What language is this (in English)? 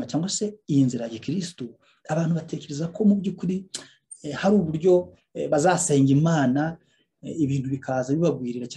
Kinyarwanda